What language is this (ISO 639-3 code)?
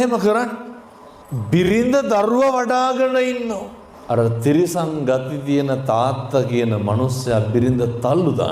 sin